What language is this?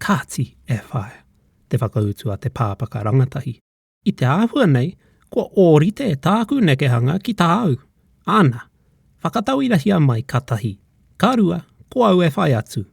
Māori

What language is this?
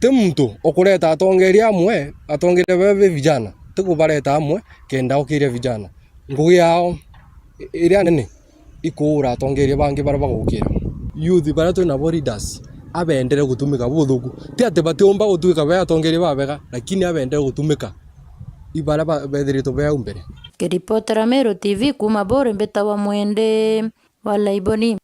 Meru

